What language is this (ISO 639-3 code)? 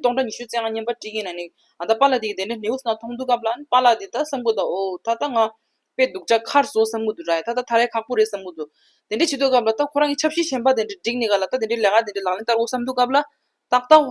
bod